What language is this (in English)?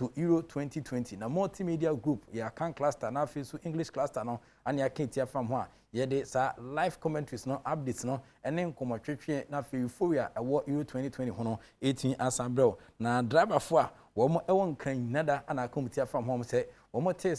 Akan